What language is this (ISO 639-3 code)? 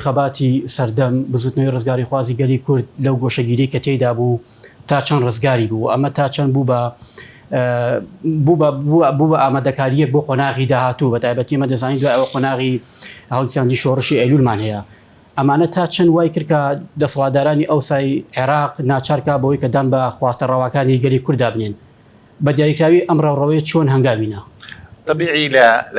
ckb